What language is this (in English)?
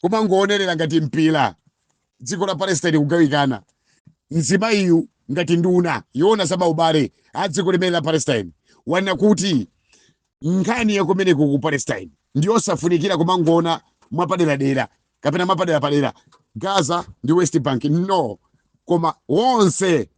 Nyanja